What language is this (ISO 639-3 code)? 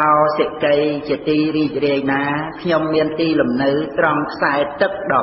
khm